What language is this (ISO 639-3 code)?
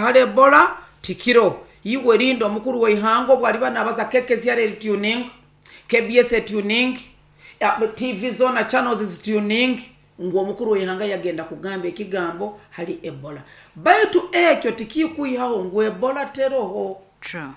nyo